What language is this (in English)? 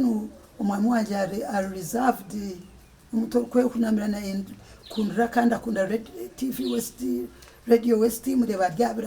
Nyankole